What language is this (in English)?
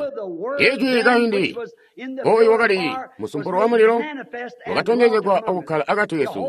Tonga (Zambia)